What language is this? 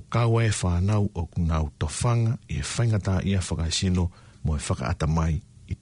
Tongan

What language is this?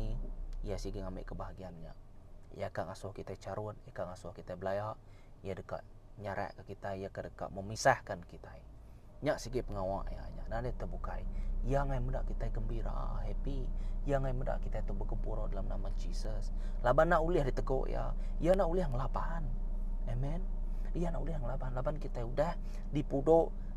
Iban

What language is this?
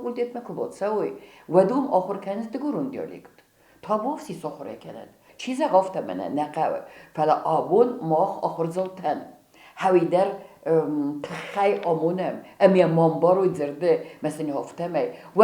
Ossetic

